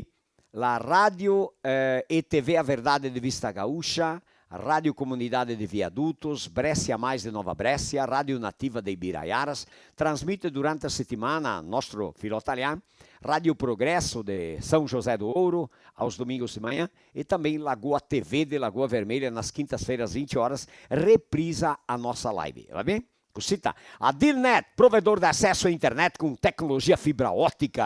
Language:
Venetian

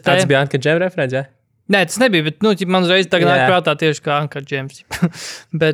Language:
Latvian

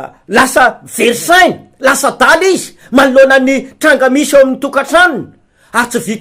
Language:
Malagasy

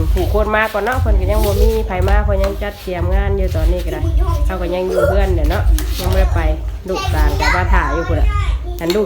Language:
Northeastern Thai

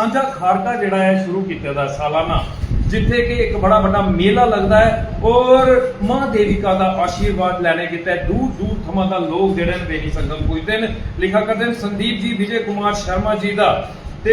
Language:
Dogri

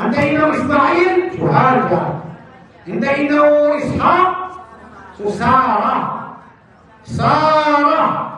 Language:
Maranao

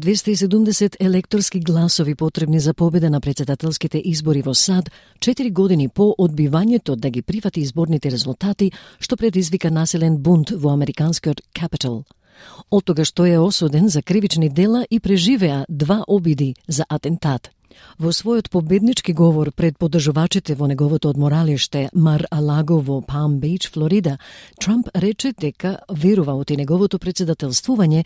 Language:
Macedonian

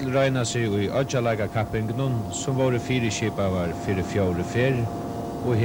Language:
Faroese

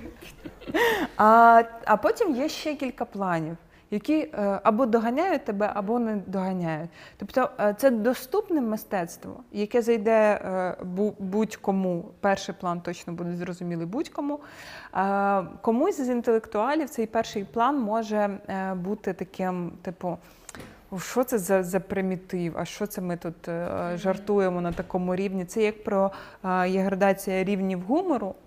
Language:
Ukrainian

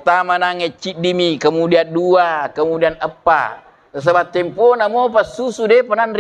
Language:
Buginese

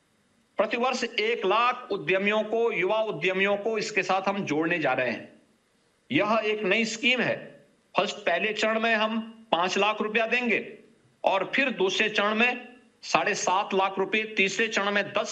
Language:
Hindi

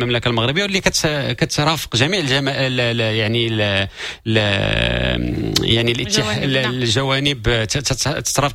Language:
Moroccan Arabic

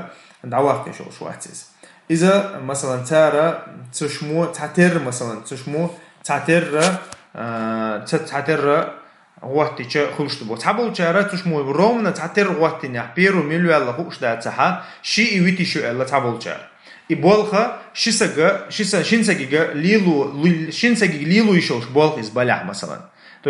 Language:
Chechen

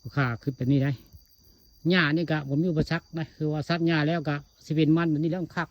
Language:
Northeastern Thai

